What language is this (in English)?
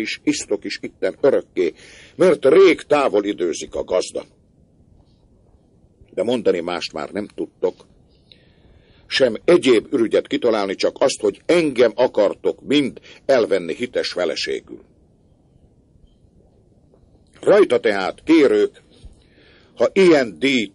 Hungarian